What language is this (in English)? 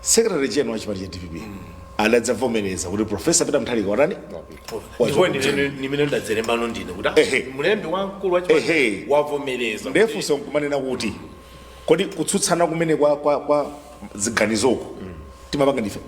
Nyanja